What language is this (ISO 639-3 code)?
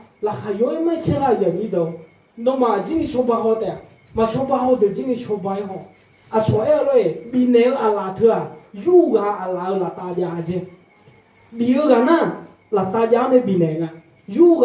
ahk